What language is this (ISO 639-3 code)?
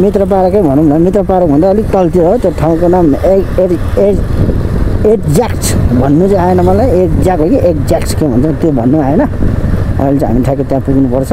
nep